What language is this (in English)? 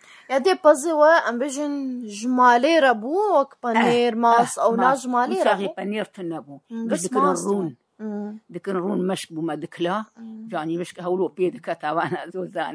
Kurdish